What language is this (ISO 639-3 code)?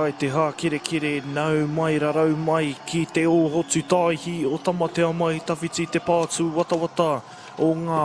mri